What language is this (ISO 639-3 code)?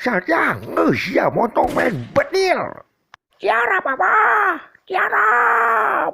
sun